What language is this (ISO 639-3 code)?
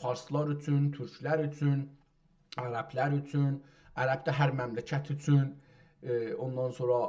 azb